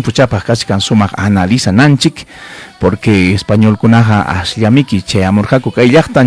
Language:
Ayacucho Quechua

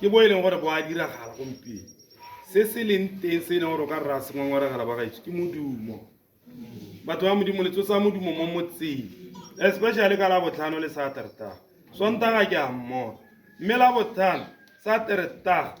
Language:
Tswana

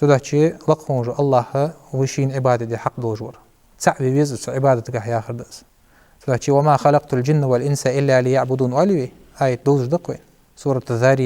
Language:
Ingush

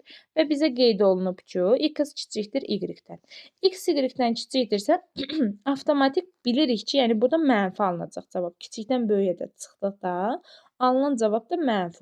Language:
Azerbaijani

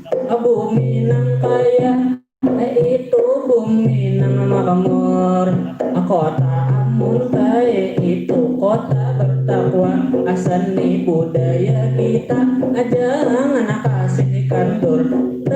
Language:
Banjar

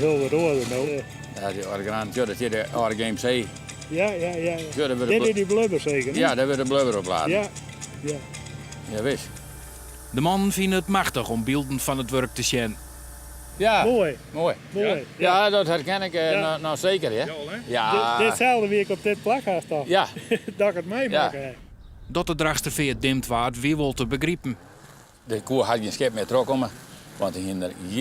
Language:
Western Frisian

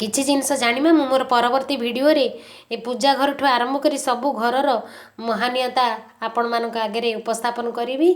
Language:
Odia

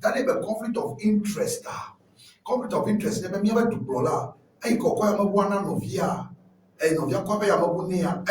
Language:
Ewe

